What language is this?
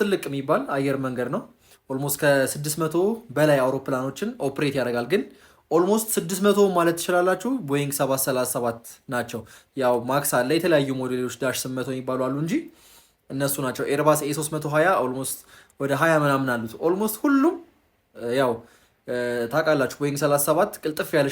Amharic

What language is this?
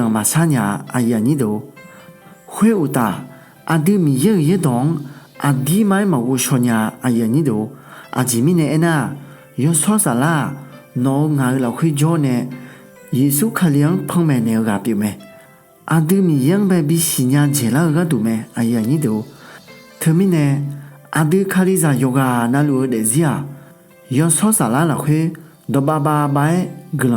Akha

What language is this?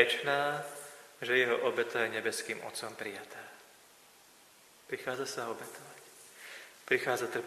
Slovak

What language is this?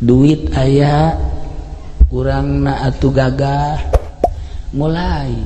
Sundanese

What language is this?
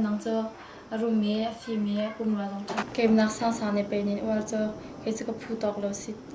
Hakha Chin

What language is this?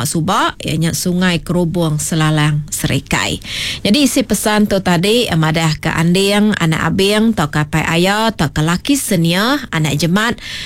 Iban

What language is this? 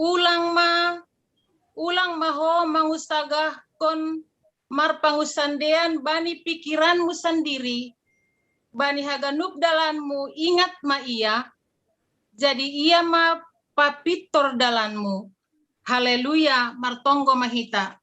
Batak Simalungun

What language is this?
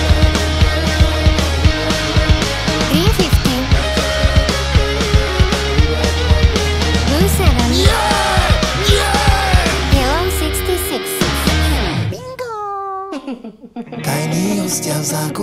Slovak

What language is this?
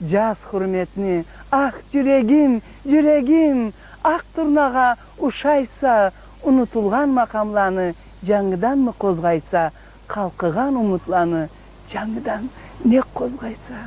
Karachay-Balkar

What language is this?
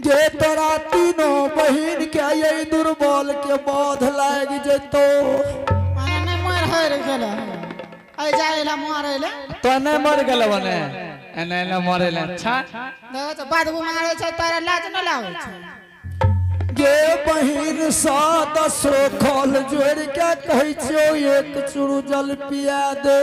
Angika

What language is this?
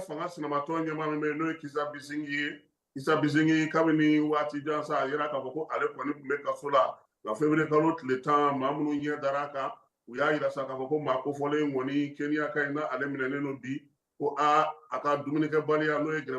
Bambara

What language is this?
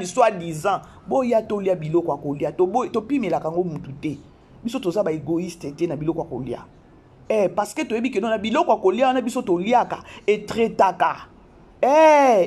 Lingala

